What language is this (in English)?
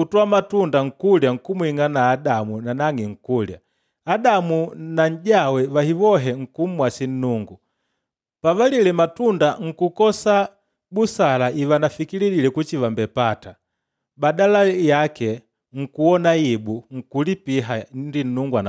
Makonde